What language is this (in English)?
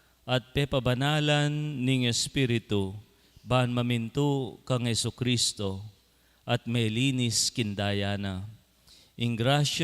Pampanga